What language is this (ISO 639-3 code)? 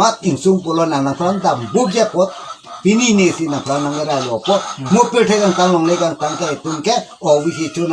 mjw